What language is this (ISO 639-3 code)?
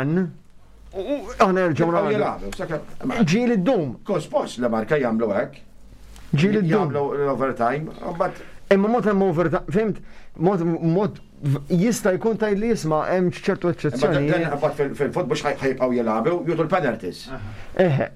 mlt